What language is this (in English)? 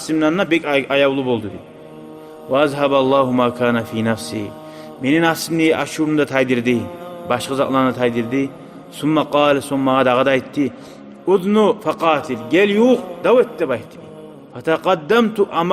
Kumyk